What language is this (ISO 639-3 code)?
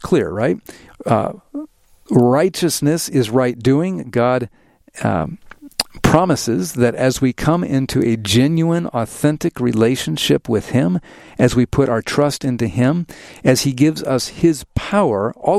eng